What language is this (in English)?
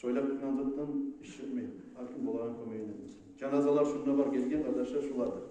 Kumyk